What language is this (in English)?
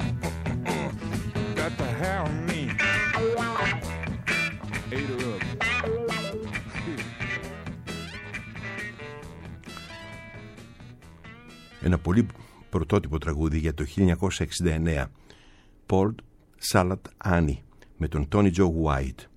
Greek